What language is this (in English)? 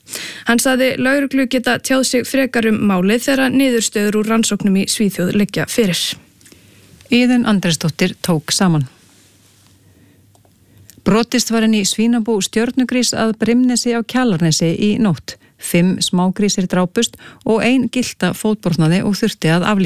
Icelandic